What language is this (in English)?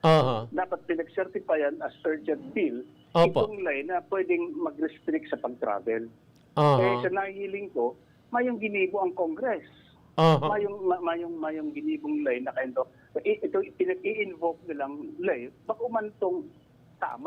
Bikol